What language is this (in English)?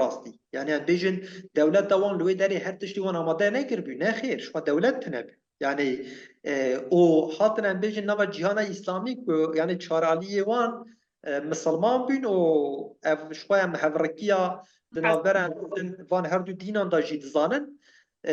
Kurdish